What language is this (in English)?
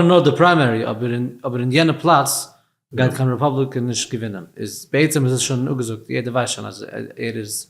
Yiddish